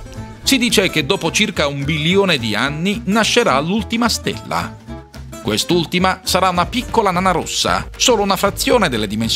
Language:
Italian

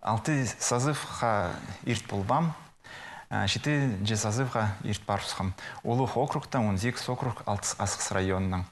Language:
Khakas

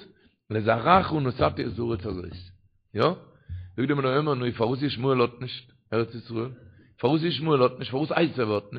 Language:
Yiddish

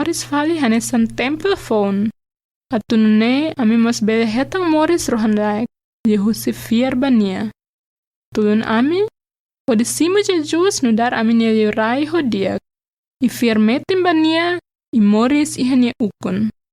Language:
Tetum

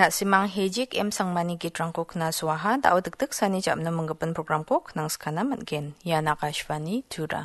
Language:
Garo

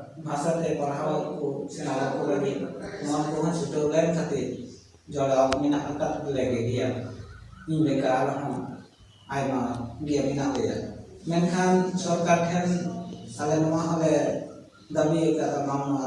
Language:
Santali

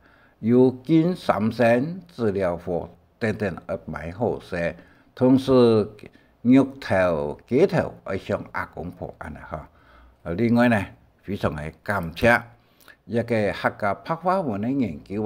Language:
Hakka Chinese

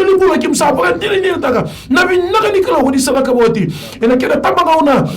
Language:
Fijian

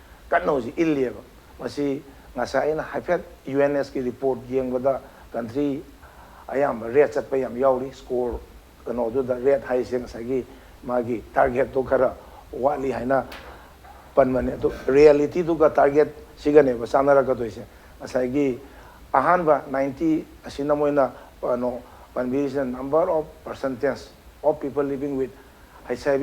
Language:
Manipuri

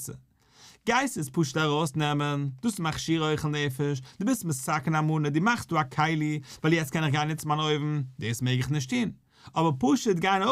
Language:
Yiddish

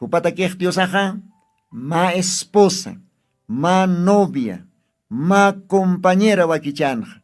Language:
Aymara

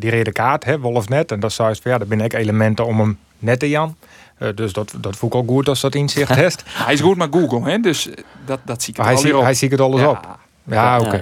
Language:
Western Frisian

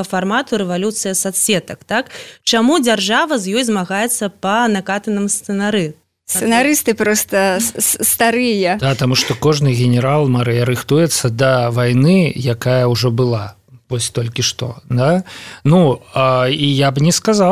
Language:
Belarusian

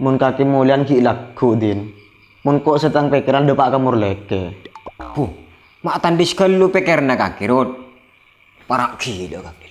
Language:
Madurese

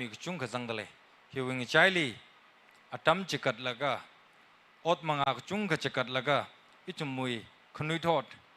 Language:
Tangkhul Naga (India)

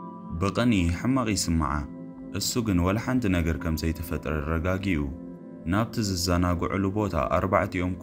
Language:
Tigrinya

